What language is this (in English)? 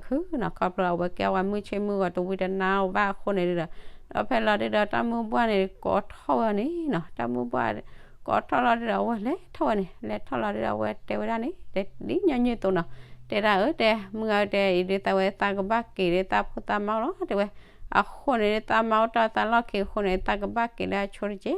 S'gaw Karen